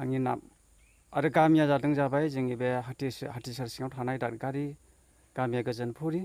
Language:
Bodo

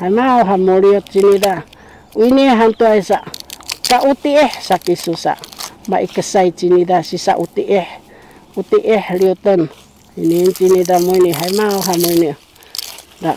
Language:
Sakizaya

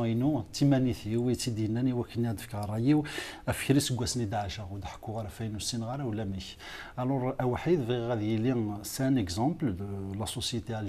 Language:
Kabyle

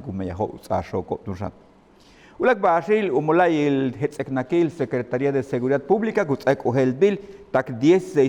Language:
Yucateco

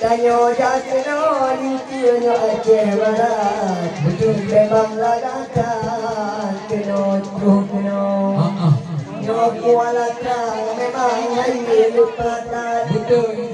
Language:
Achinese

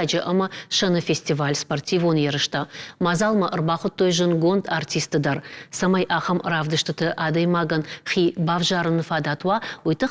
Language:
Ossetic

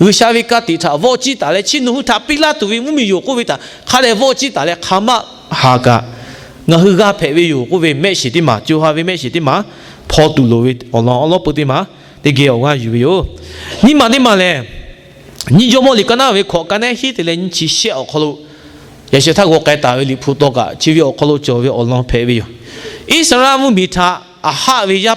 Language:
Lahu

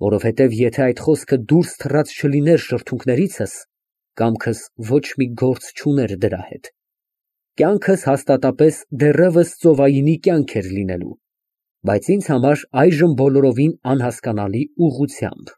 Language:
Armenian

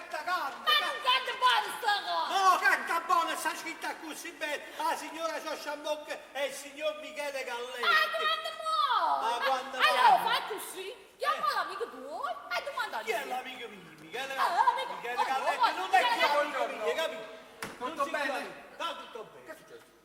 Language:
Neapolitan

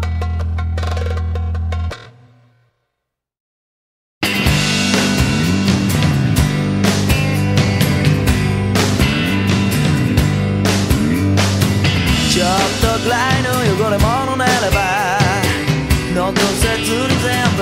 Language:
Japanese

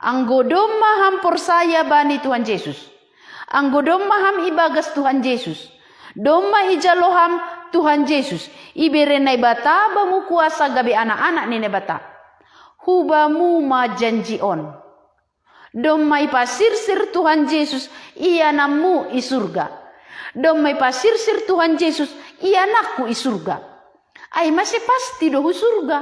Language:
Batak Simalungun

